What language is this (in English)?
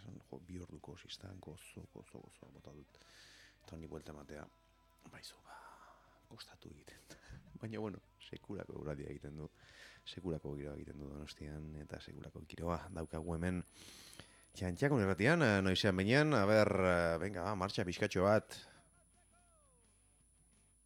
Basque